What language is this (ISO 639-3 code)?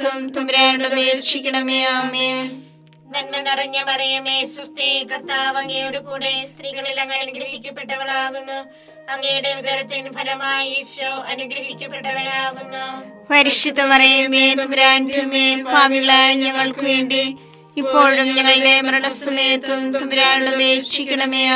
mal